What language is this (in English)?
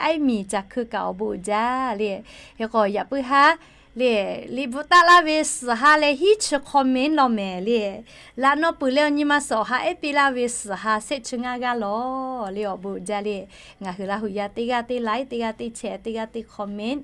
Lahu